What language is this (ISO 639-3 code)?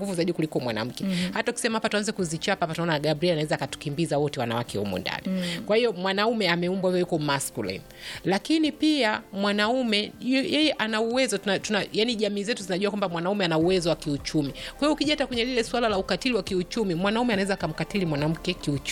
swa